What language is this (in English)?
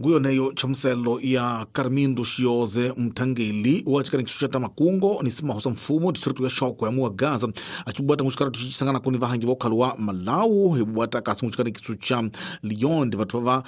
Tsonga